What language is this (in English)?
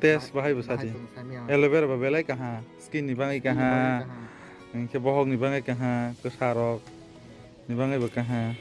Kok Borok